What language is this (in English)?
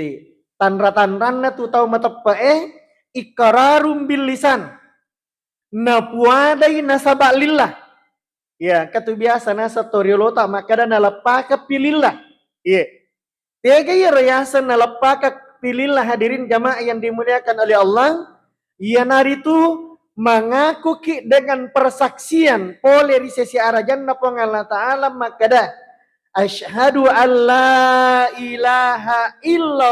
Buginese